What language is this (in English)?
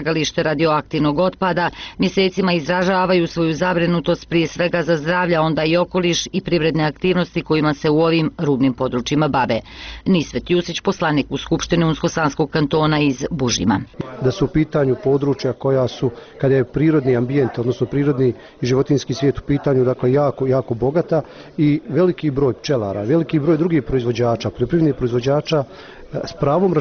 Bosnian